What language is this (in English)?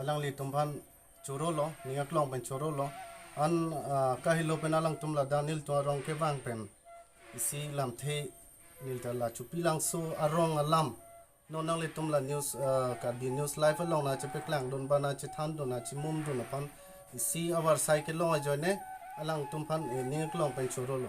Karbi